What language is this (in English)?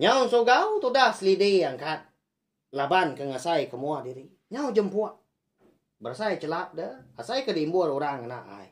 Iban